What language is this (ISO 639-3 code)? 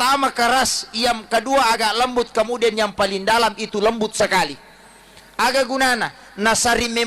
bug